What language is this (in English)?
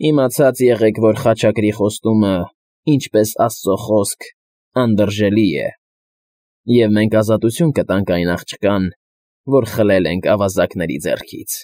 Armenian